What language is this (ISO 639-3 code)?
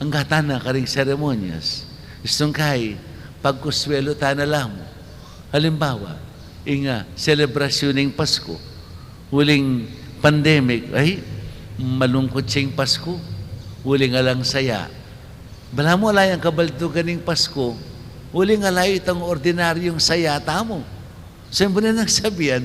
pam